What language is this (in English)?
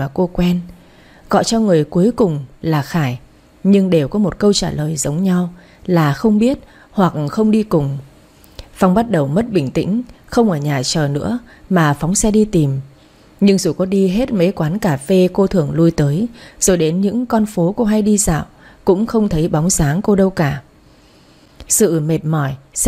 Vietnamese